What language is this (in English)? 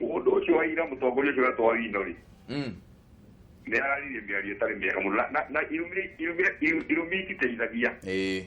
Kikuyu